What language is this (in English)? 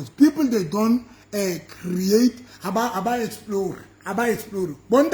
Southern Sotho